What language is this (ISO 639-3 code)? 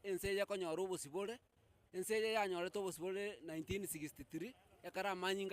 guz